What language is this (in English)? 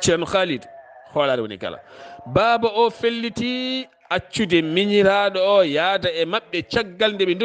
Fula